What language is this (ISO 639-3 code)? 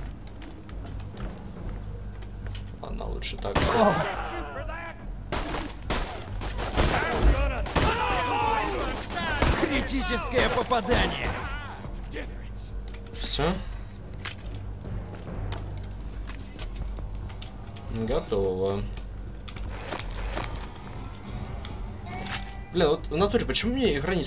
rus